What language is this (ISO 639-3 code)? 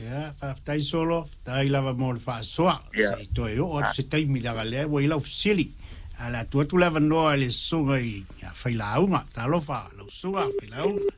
smo